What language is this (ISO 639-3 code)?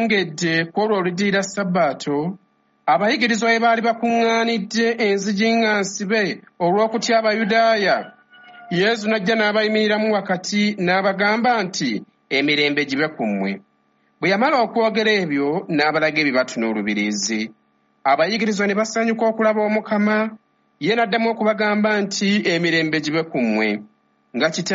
lug